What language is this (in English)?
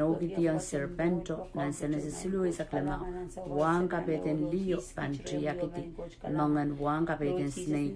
Pohnpeian